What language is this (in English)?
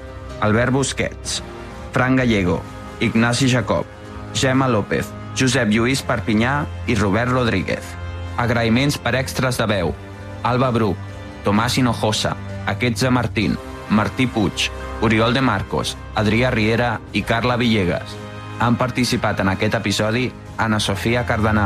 Catalan